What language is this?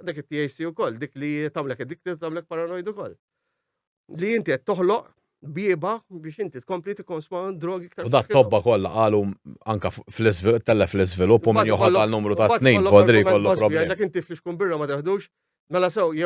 Maltese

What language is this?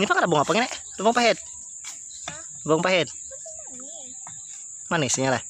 Banjar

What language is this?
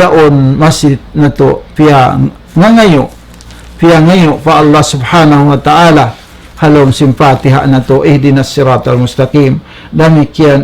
Tausug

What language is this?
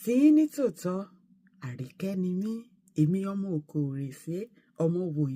Yoruba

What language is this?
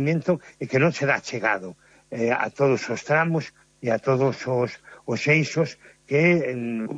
Galician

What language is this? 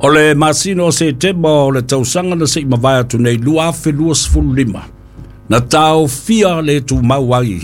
Samoan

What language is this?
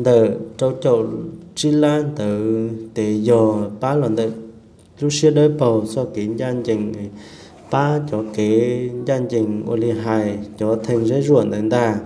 Hmong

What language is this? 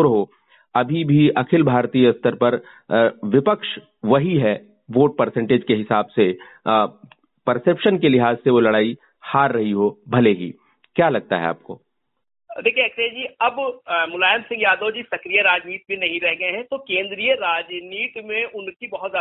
Hindi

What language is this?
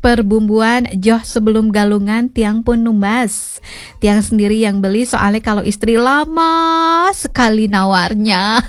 Balinese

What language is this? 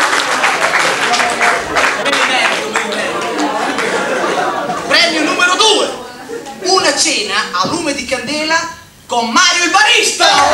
Italian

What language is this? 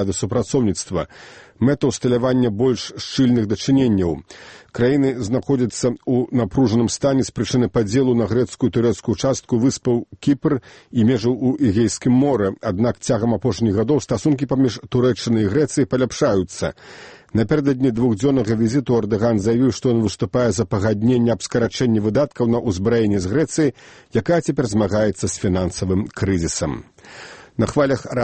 Belarusian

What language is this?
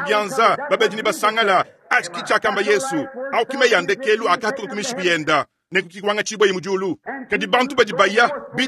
Luba-Lulua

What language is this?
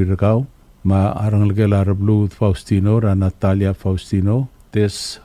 Palauan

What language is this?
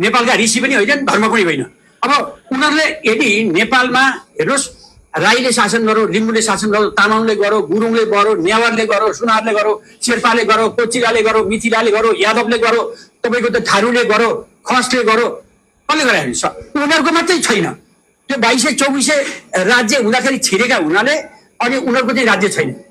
Nepali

